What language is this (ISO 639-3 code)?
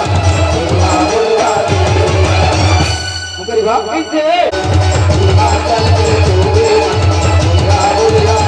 hne